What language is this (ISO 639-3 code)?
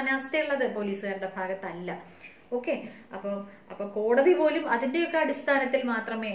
mal